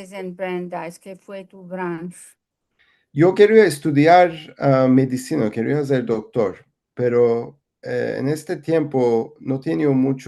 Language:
Ladino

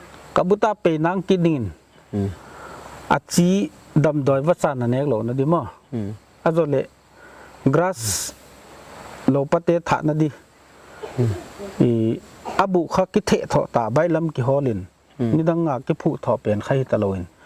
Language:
Paite Chin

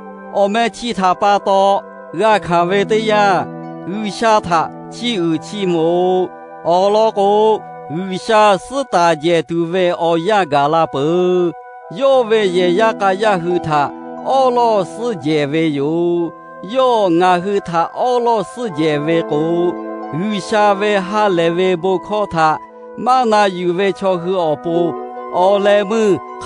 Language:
Lahu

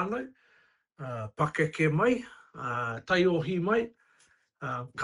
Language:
Māori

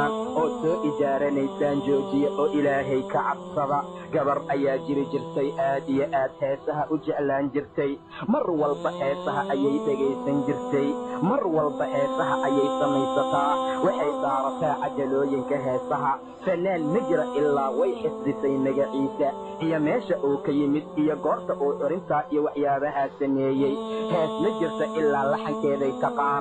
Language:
Somali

